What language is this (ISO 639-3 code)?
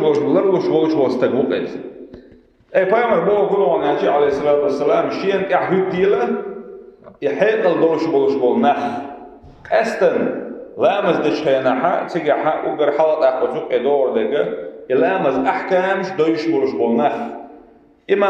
che